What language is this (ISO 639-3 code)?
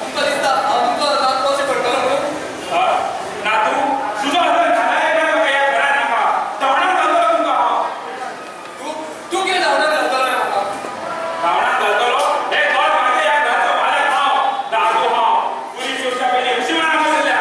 kok